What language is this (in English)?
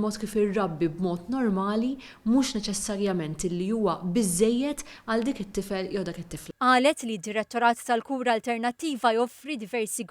Maltese